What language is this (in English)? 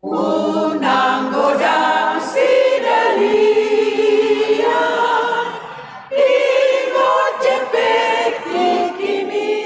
Batak Toba